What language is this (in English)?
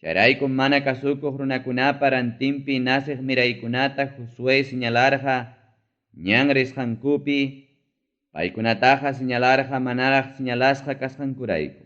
Ayacucho Quechua